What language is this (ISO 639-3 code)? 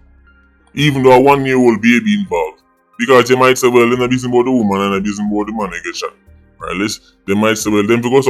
jam